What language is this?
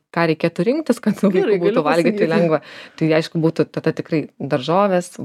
Lithuanian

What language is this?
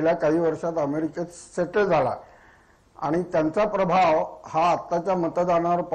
Marathi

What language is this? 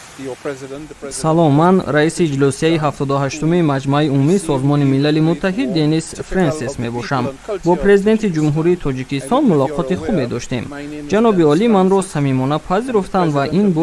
Tajik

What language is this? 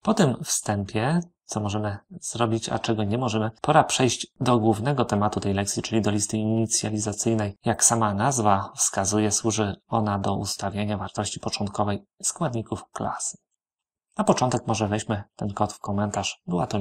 Polish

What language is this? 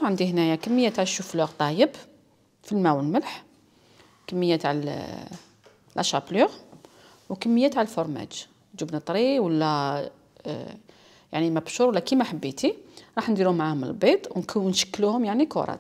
Algerian Arabic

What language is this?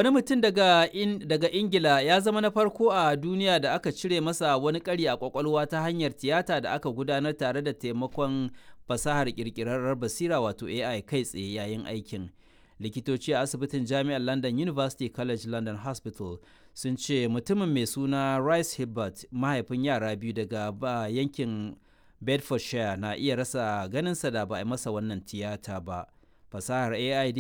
Hausa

